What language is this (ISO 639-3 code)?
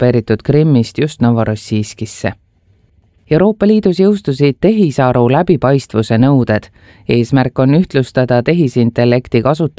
est